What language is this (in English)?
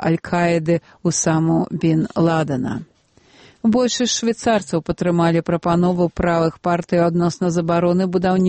Belarusian